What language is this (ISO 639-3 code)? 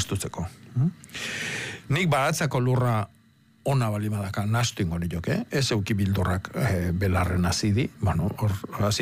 eus